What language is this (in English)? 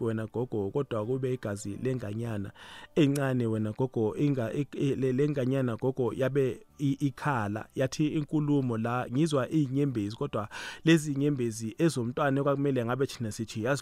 South Ndebele